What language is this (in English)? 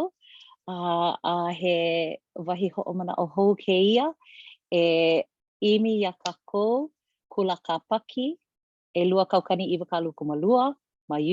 Hawaiian